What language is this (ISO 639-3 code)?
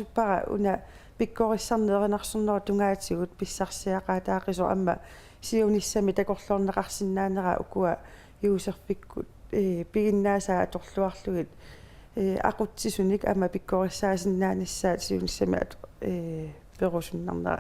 kal